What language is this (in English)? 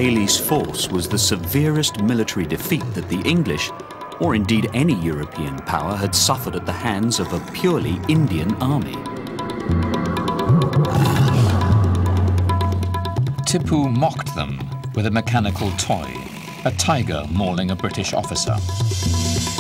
English